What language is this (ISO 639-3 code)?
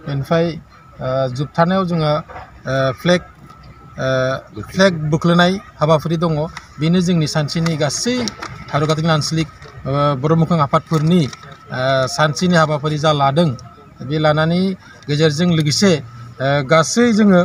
brx